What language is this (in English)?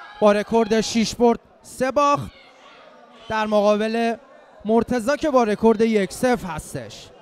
Persian